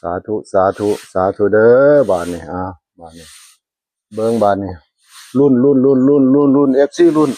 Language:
Northeastern Thai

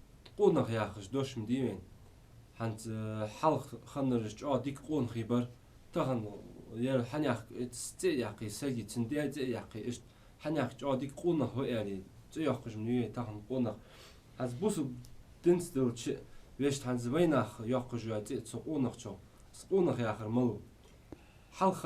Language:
Ingush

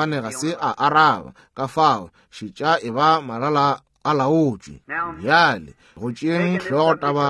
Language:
Northern Sotho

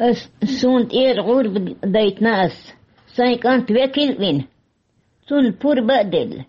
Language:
Chechen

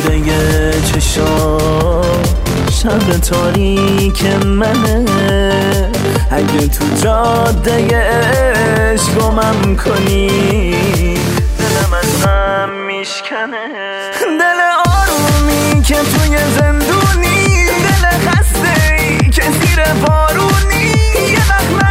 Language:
Persian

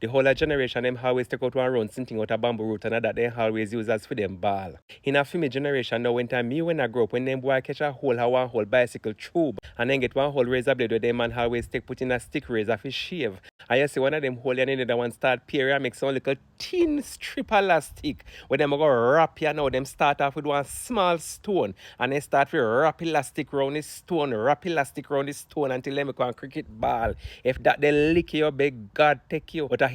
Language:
Jamaican Creole English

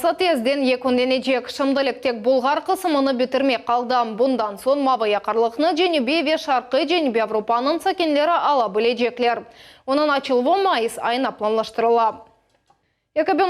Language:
Crimean Tatar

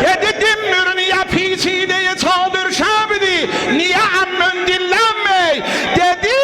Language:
South Azerbaijani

